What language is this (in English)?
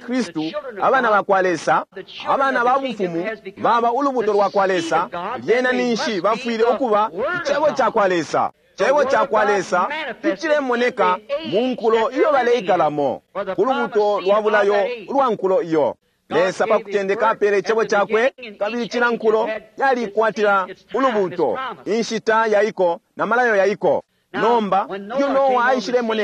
Bemba